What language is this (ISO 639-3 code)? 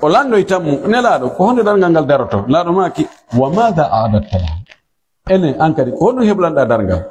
fuf